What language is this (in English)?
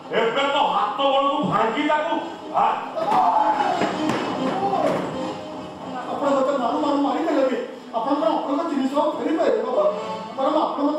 Odia